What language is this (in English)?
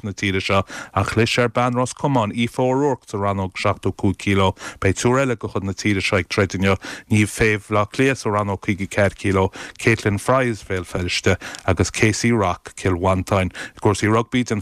Irish